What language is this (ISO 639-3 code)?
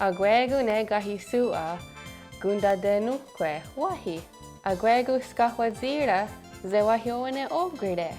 moh